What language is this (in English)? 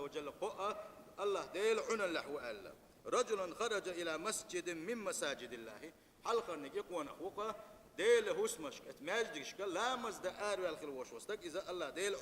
Chechen